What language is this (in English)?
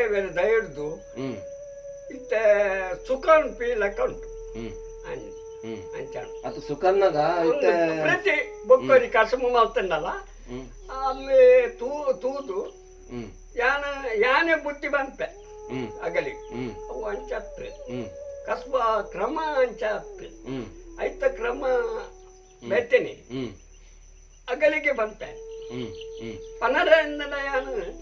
Tulu